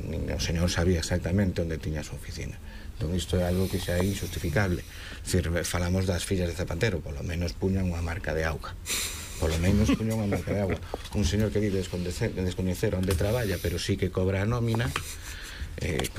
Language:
Galician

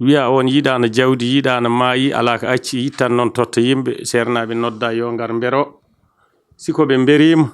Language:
Fula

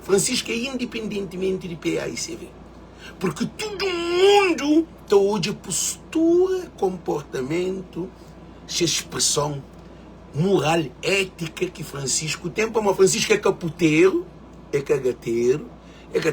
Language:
Kabuverdianu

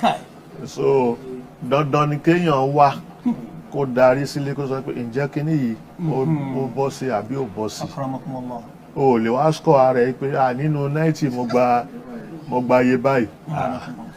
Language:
Yoruba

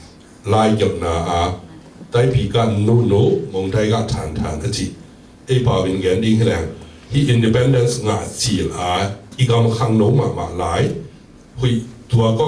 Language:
Tedim Chin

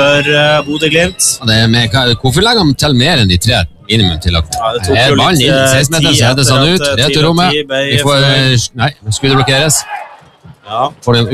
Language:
Norwegian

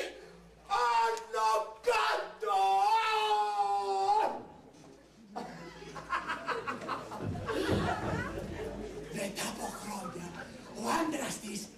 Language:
Greek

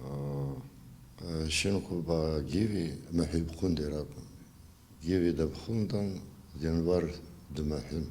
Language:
Abkhazian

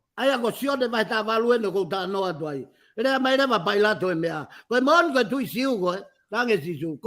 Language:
Tongan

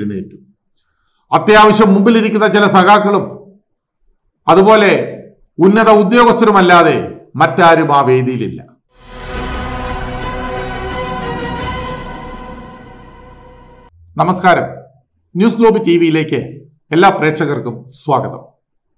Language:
Malayalam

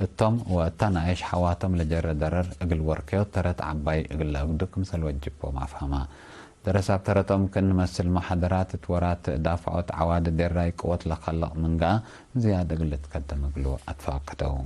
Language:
Tigre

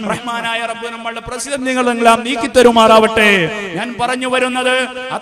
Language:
Malayalam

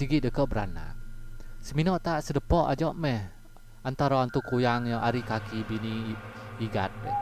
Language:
Iban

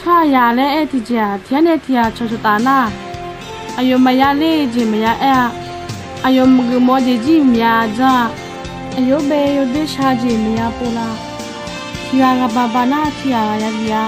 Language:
Akha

